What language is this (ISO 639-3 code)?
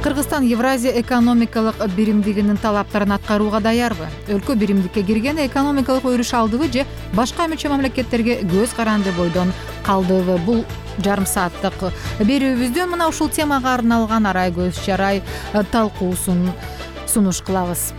kir